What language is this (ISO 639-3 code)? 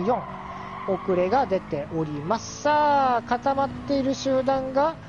jpn